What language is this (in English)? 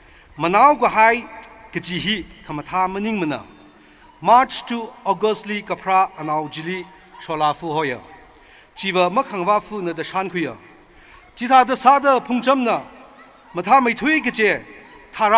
Tangkhul Naga (India)